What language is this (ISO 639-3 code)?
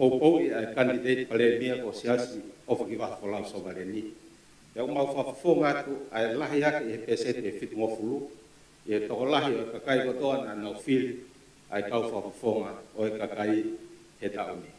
ton